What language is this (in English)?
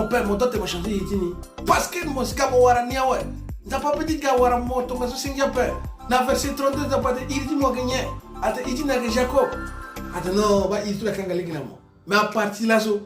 Sango